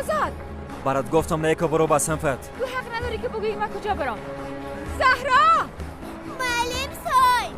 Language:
Persian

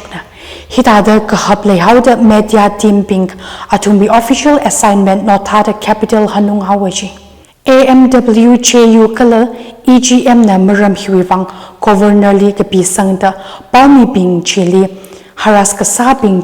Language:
Tangkhul Naga (India)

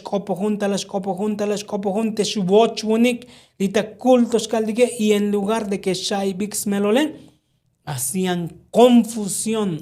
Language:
Tzotzil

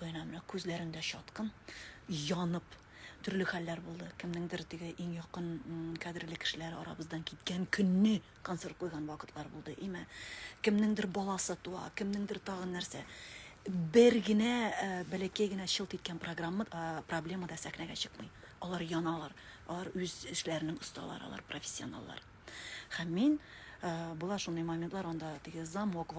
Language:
Tatar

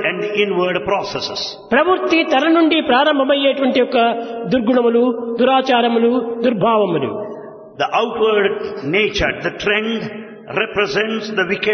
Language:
Telugu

